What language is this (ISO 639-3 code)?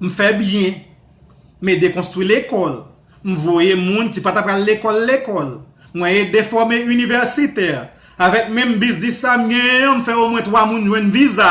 hat